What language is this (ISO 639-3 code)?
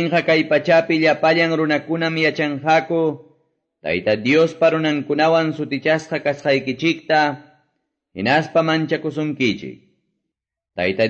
que